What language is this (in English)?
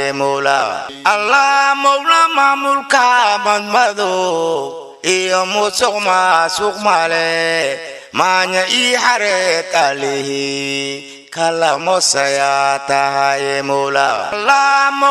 Somali